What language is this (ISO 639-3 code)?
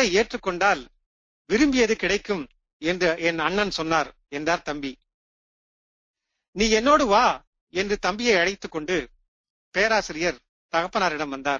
tam